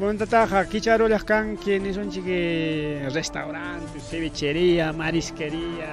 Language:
Ayacucho Quechua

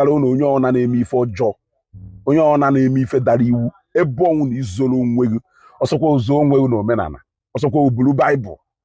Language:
Igbo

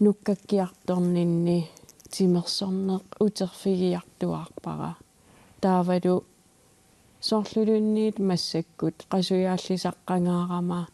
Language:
Kalaallisut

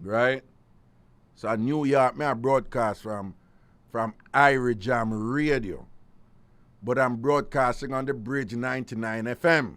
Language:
Jamaican Creole English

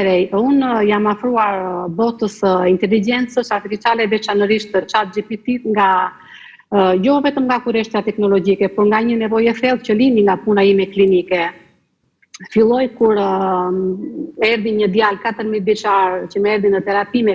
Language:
Albanian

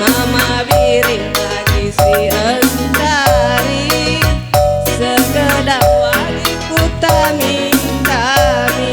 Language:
Batak Karo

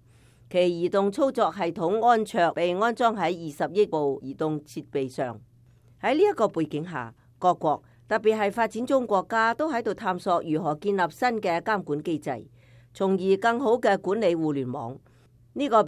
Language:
Cantonese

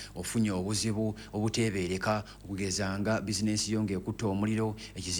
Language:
Ganda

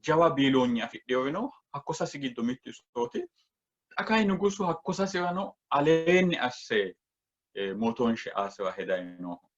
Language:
Sidamo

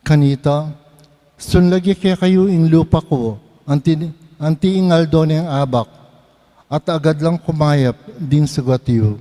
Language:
Pampanga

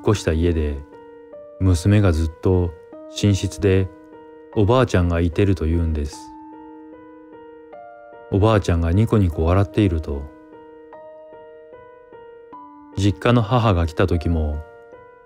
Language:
Japanese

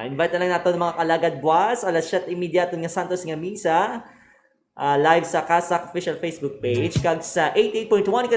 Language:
Hiligaynon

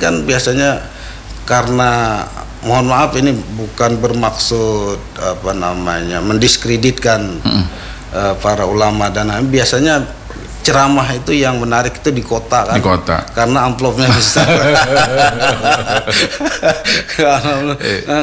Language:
Indonesian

